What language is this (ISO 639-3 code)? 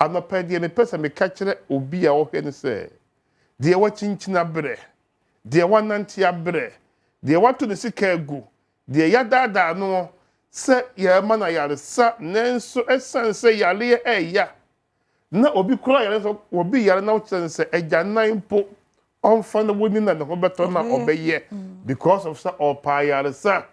aka